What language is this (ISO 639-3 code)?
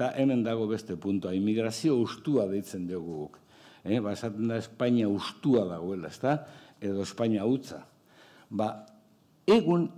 eus